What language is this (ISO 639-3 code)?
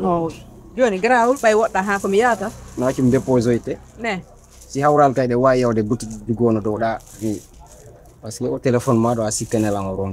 fuf